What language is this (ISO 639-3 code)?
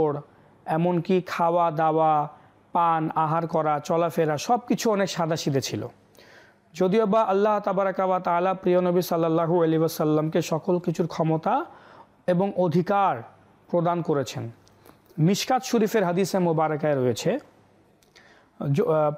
ben